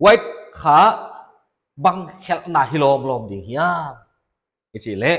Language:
Paite Chin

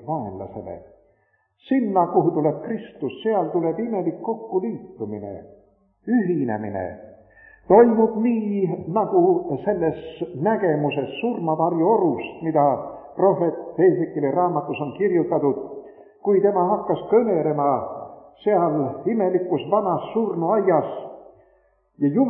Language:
Estonian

